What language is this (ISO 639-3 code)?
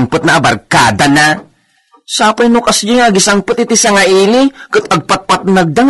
ilo